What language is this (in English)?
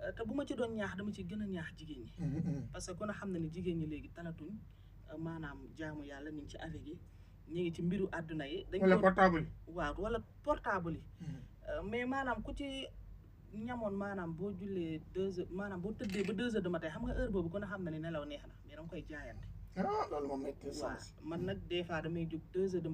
Wolof